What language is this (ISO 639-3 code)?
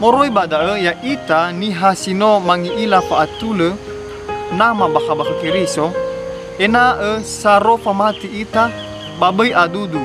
nia